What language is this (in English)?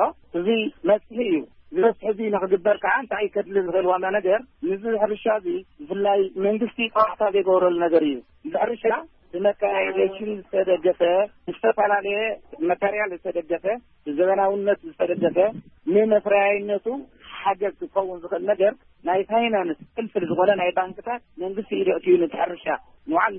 Tigrinya